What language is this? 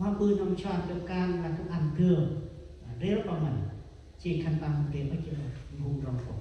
Central Mnong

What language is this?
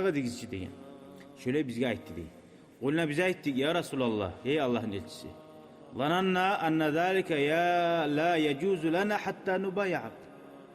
Kumyk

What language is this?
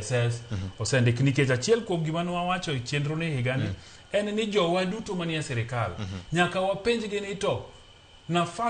Luo (Kenya and Tanzania)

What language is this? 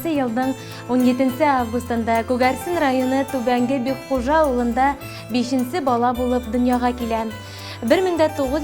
Bashkir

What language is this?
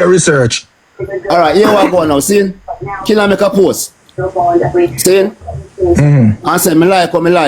Jamaican Creole English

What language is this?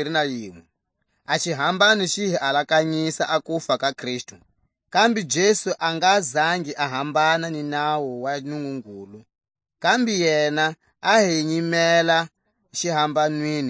Tswa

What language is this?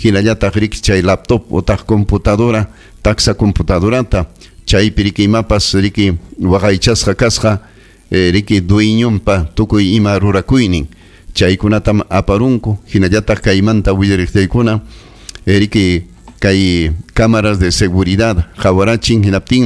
Ayacucho Quechua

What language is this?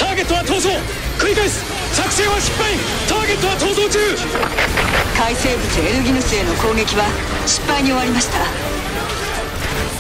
Japanese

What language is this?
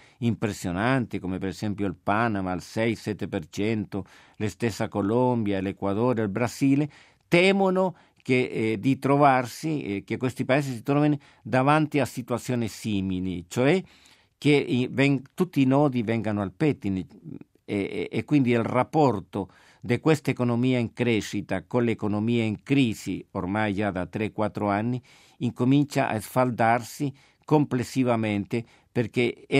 Italian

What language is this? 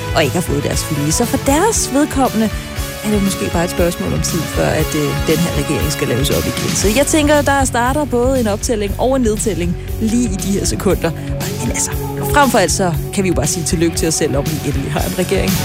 Danish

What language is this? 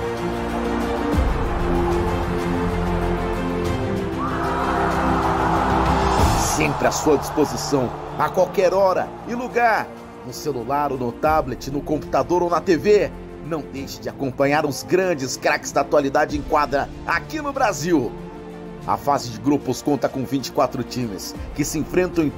Portuguese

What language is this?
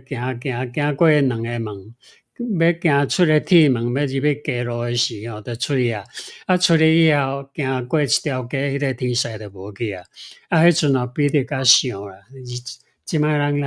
Min Nan Chinese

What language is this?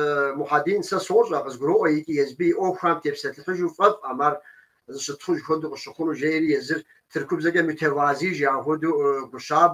Kabardian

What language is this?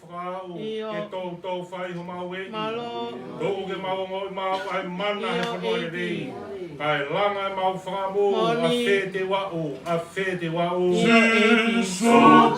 Tongan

